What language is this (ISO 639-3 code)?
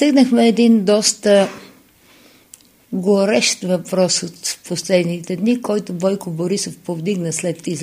bul